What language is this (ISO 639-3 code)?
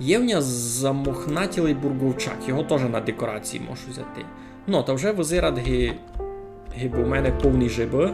rue